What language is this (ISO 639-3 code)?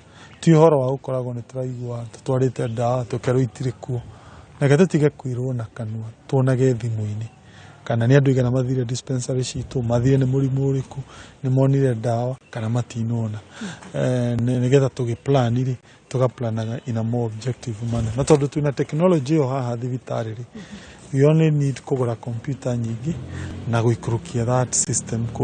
kik